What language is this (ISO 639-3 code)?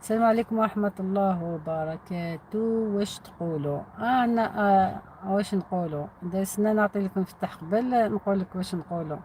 arq